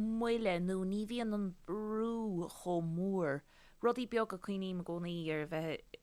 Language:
Irish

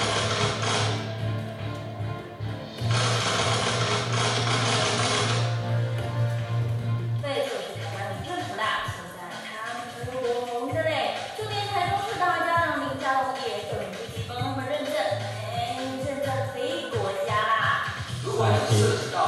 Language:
Chinese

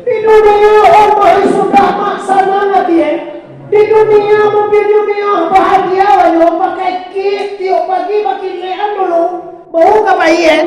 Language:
Minangkabau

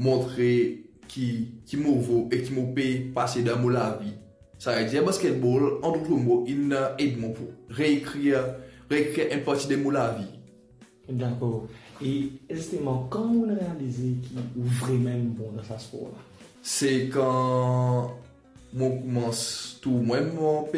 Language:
Morisyen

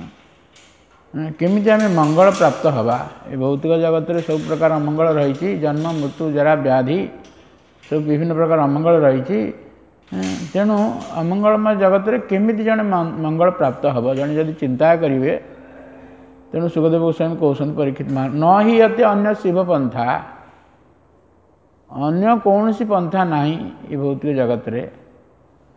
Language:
Odia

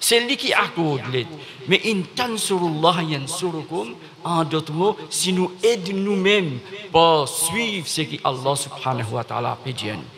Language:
Morisyen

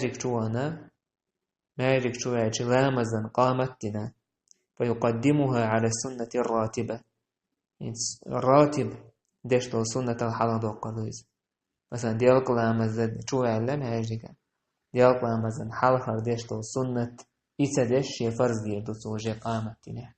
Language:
Chechen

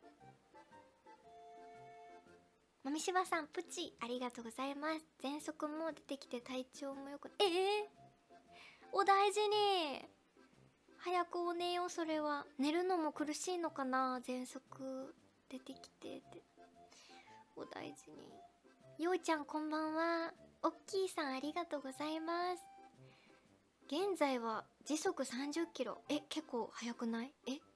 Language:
Japanese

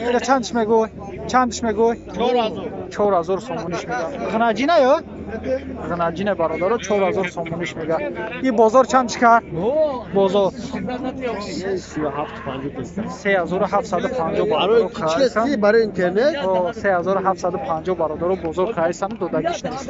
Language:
Tajik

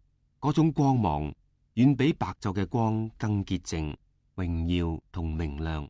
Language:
Cantonese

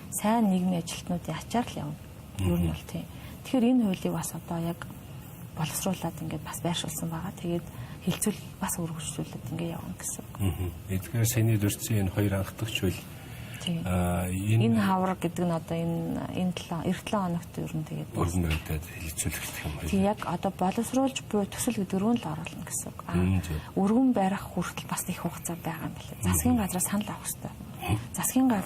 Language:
Mongolian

